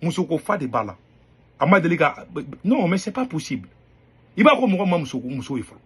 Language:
Bambara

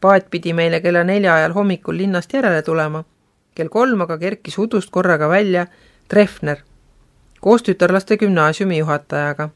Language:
Estonian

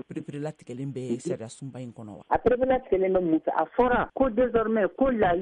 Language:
Bambara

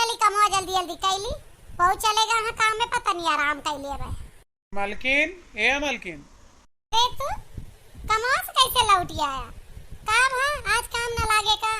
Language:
Awadhi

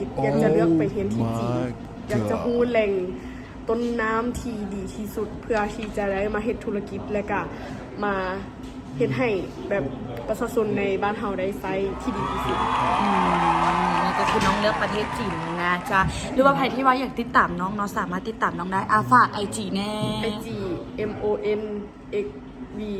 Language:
Lao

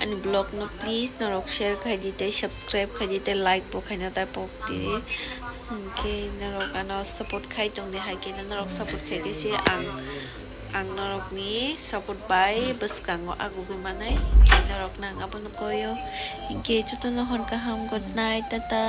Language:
Kok Borok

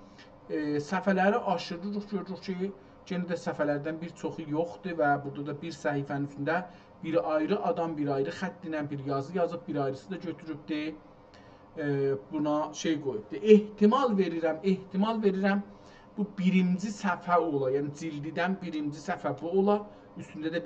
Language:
South Azerbaijani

